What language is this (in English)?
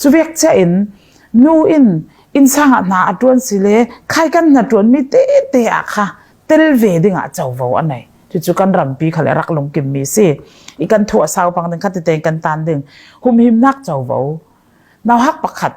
Falam Chin